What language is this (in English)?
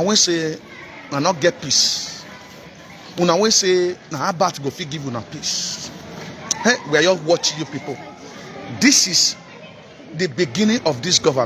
Nigerian Pidgin